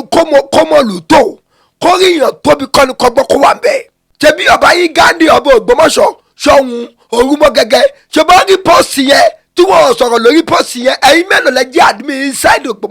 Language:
Yoruba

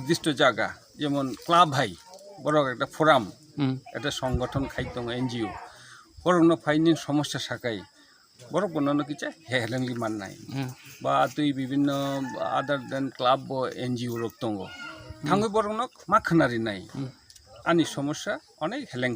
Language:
Kok Borok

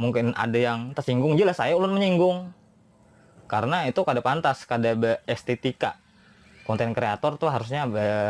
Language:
Banjar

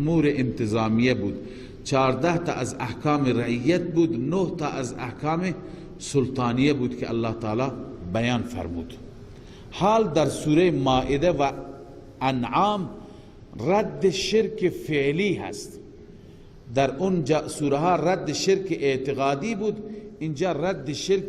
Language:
Persian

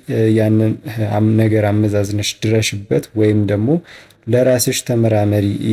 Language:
Amharic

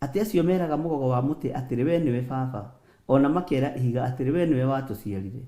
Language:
Kikuyu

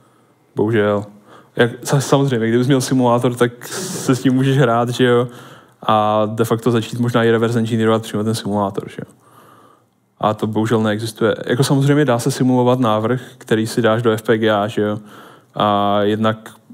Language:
Czech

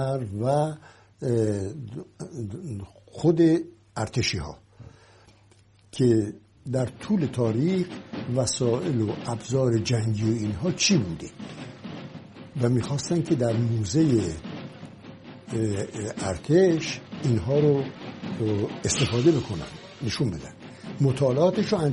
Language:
Persian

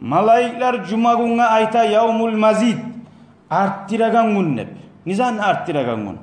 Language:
Kumyk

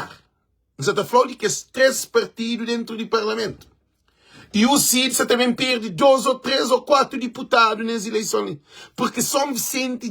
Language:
Kabuverdianu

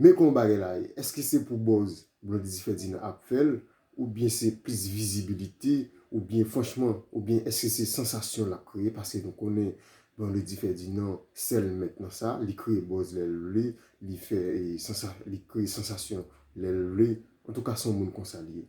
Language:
Haitian Creole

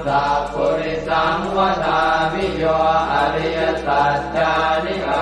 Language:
Pali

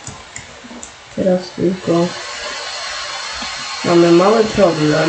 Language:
Polish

